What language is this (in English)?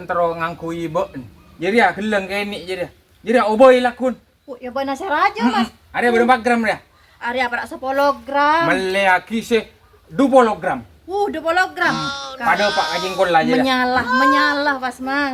Madurese